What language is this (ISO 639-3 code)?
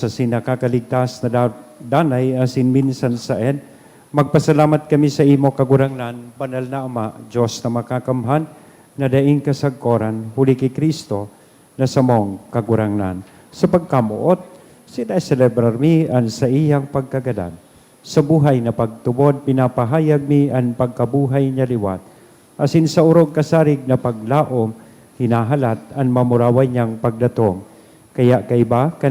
bik